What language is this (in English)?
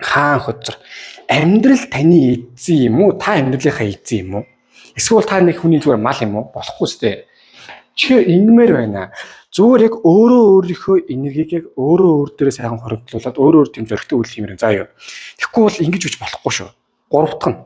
Mongolian